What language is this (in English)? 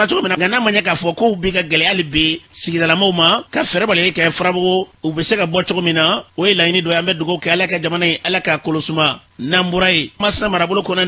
Bambara